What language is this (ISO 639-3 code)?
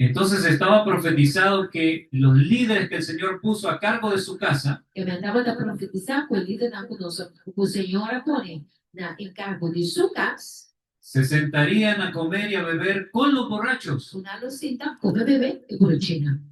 pap